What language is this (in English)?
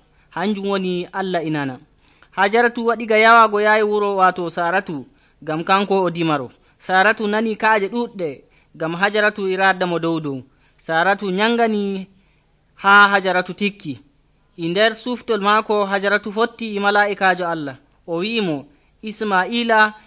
Nigerian Fulfulde